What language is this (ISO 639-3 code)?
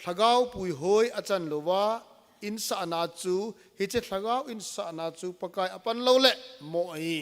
tcz